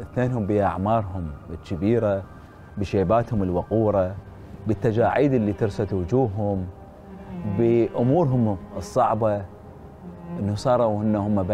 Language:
Mesopotamian Arabic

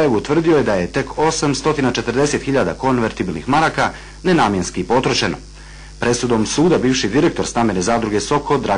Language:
Bosnian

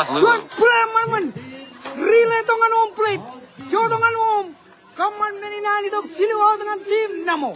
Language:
Marshallese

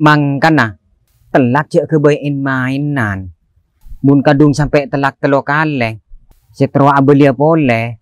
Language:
Madurese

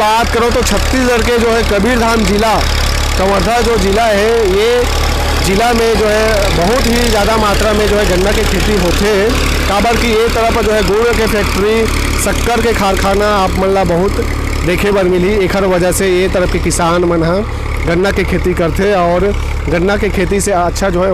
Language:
Chhattisgarhi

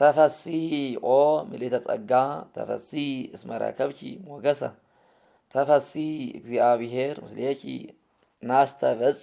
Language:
Geez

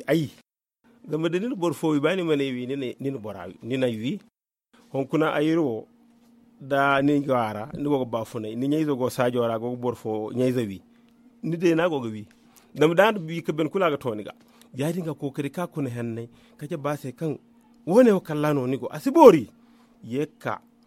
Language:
Zarma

